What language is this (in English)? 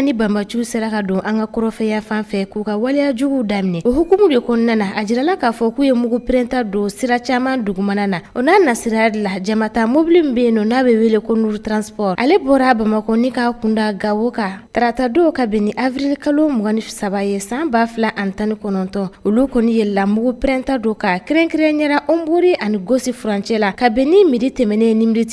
Bambara